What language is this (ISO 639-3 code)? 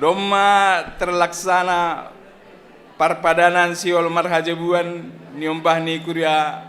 bts